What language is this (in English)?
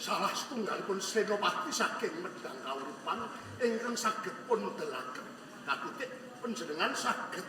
Javanese